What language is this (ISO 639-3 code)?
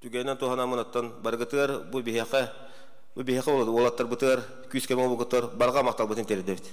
sah